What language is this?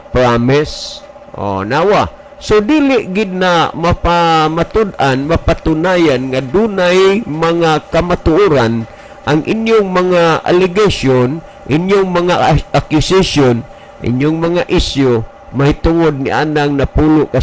Cebuano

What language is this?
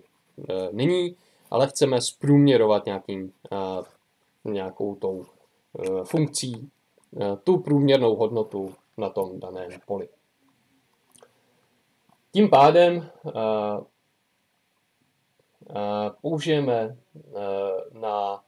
Czech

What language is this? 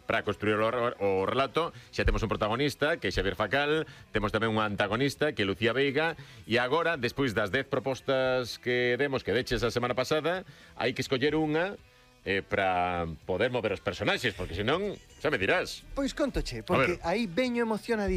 Galician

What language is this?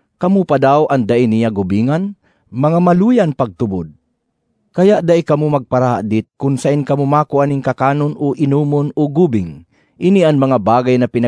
Bikol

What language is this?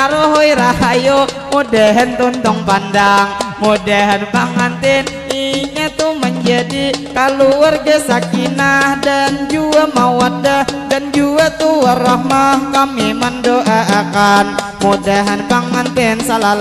Banjar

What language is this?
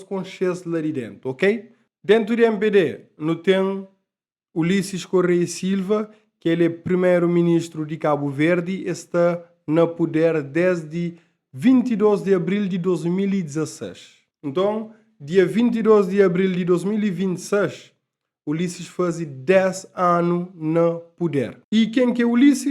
Kabuverdianu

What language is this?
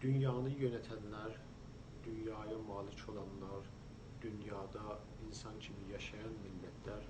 South Azerbaijani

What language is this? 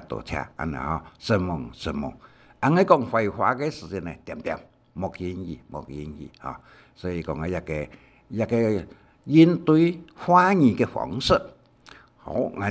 Hakka Chinese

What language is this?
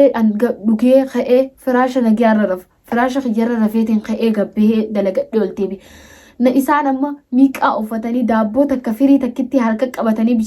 Oromo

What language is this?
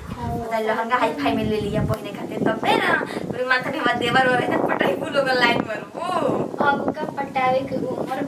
Bhojpuri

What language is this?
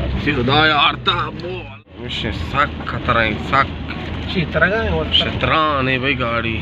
Baluchi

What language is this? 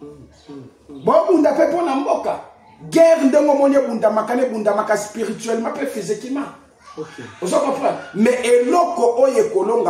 Lingala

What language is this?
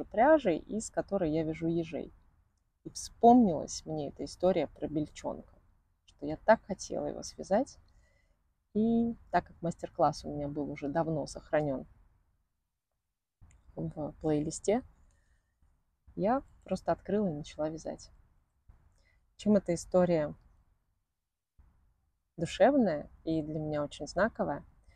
Russian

